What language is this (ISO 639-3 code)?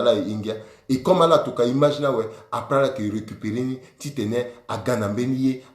sag